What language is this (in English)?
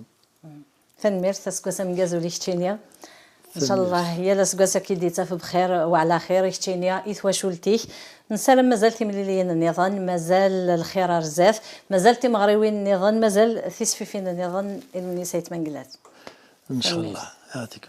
Kabyle